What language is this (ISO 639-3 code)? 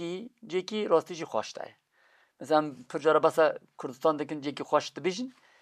kur